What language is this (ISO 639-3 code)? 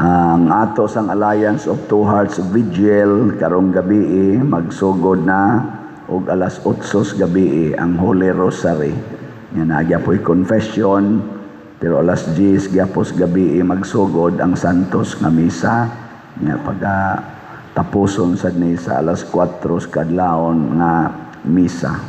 ceb